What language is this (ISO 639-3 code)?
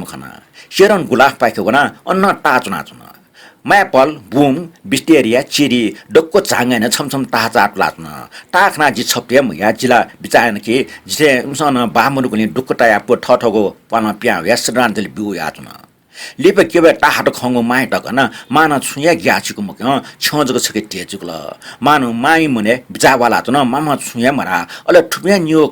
new